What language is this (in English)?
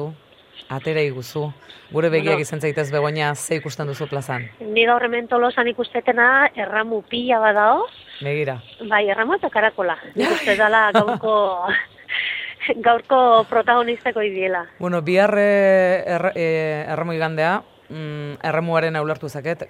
Basque